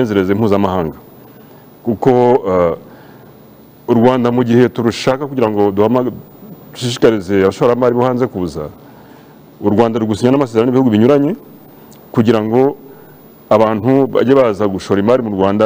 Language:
Kinyarwanda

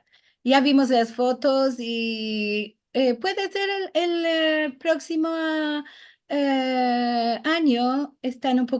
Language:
Ladino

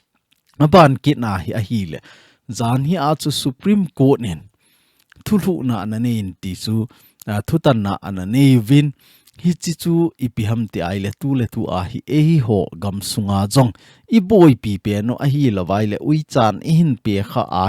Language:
Thado Chin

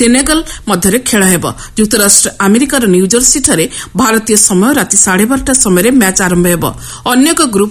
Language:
Odia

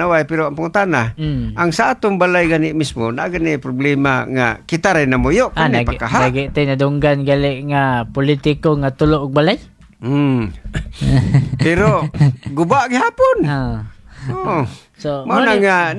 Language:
Cebuano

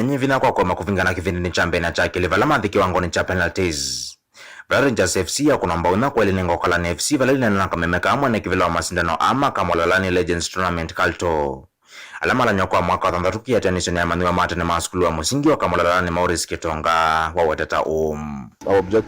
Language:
Kamba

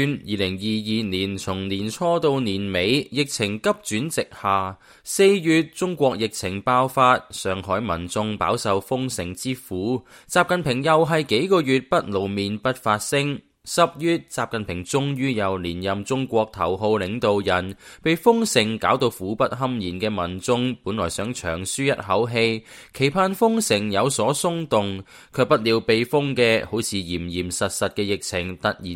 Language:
Cantonese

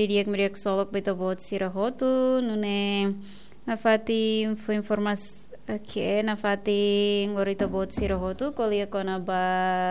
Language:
Tetum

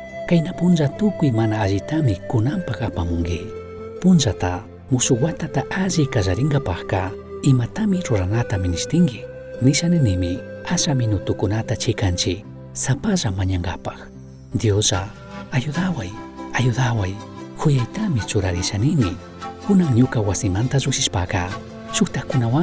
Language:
Chimborazo Highland Quichua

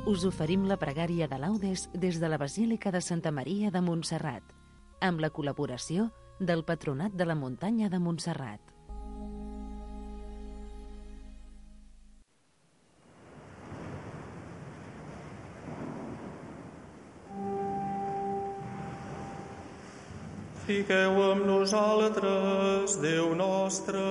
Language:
Catalan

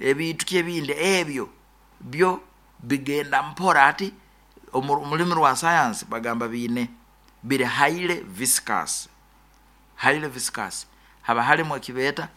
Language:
Nyoro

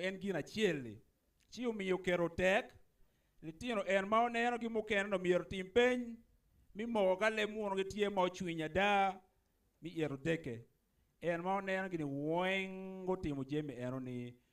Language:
Acoli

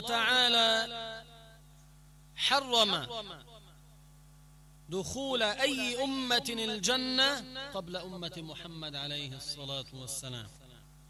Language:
Arabic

